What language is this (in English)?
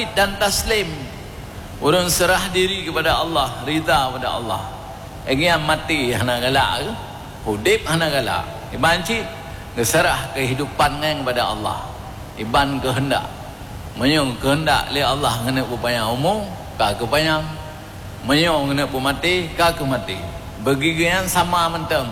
Achinese